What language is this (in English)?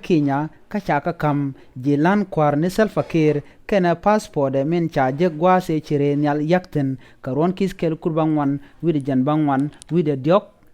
Nuer